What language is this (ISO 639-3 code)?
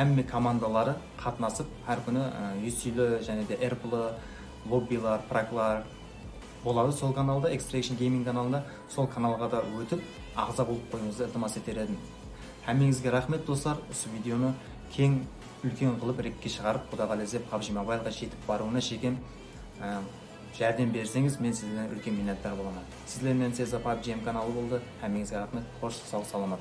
kaa